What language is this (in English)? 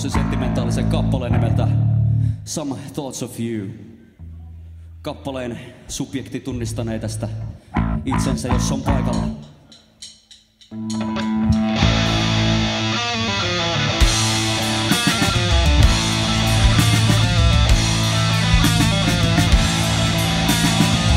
Finnish